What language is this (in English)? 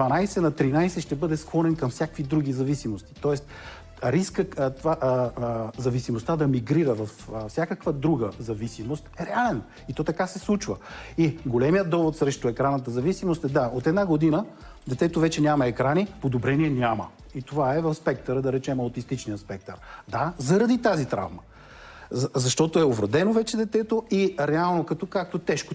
Bulgarian